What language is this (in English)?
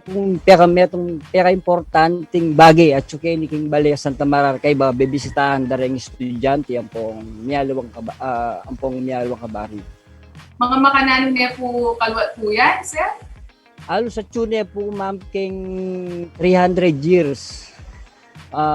Pampanga